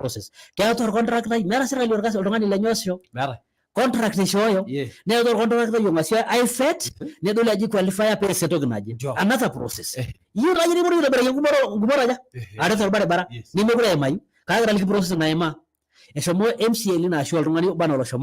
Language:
Masai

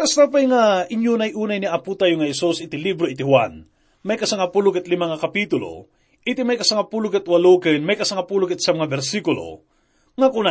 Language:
Iloko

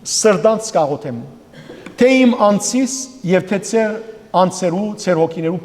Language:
Western Armenian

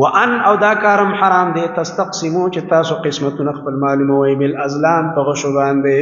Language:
Pashto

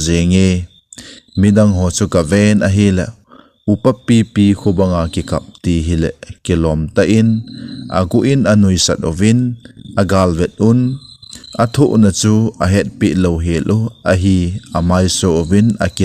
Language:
Thado Chin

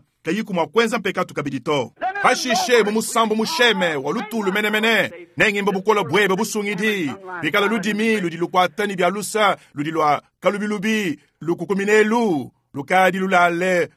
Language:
Luba-Lulua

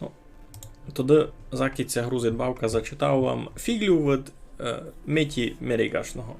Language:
Rusyn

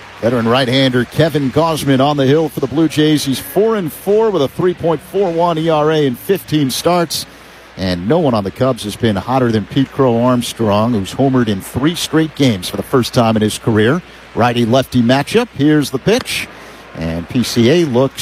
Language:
English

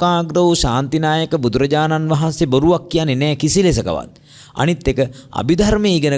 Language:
Sinhala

